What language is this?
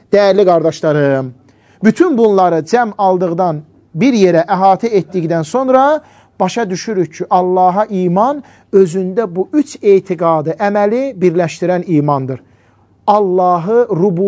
Azerbaijani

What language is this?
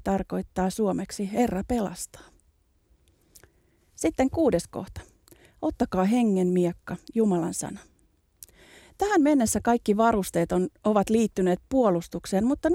Finnish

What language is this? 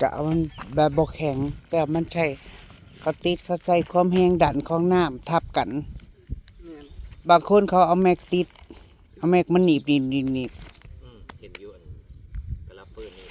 Northeastern Thai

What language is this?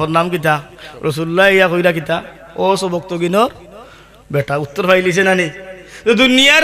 Sylheti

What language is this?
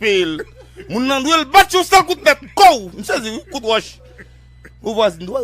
Haitian Creole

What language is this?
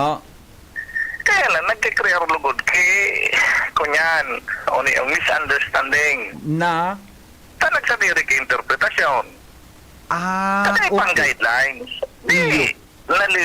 Bikol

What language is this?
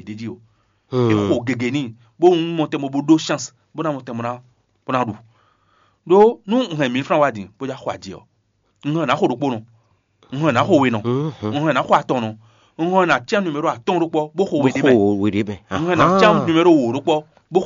Fon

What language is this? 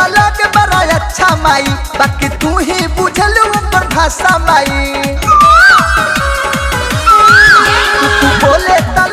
Bhojpuri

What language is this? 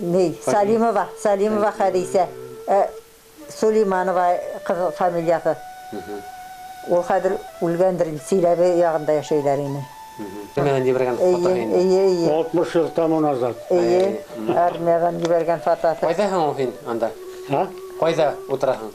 Bashkir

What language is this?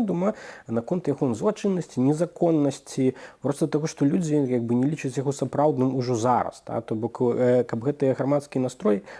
Belarusian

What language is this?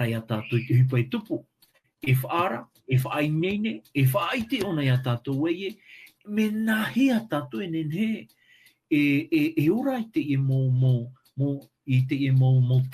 Tahitian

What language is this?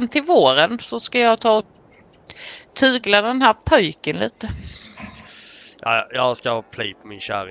Swedish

